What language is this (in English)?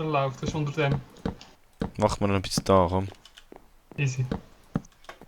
Swiss German